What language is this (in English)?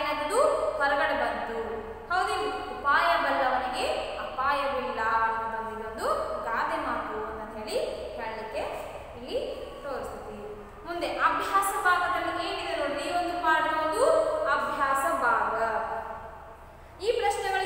Kannada